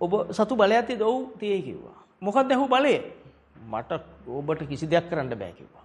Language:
Sinhala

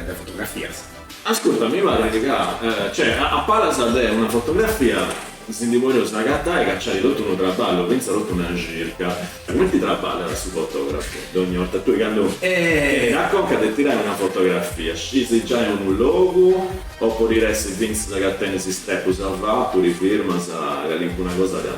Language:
Sardinian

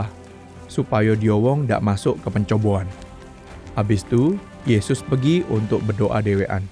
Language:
Musi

